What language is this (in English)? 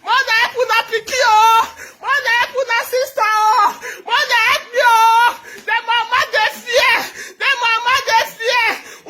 Nigerian Pidgin